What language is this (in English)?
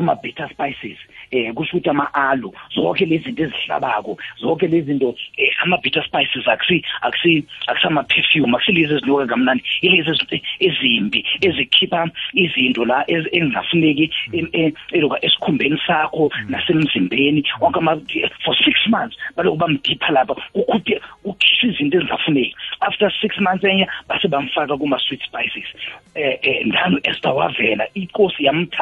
South Ndebele